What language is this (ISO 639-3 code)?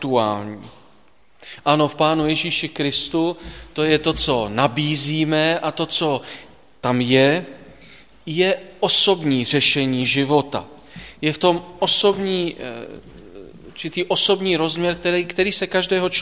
ces